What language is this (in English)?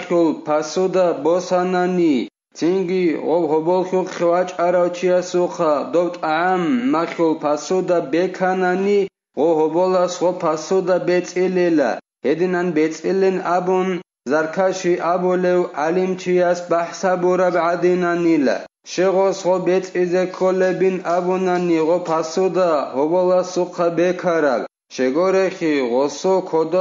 Avaric